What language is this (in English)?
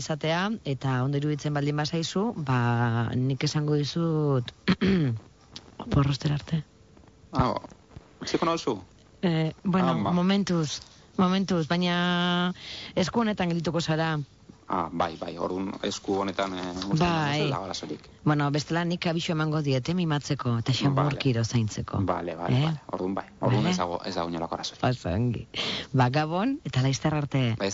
Basque